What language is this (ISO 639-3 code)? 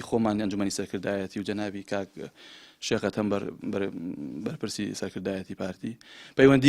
ckb